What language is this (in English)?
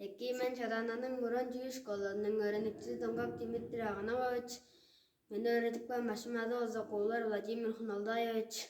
Tuvinian